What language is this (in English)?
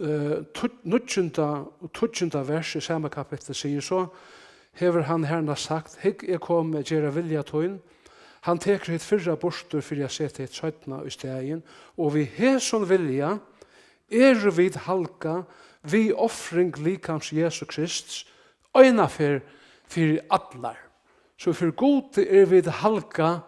Faroese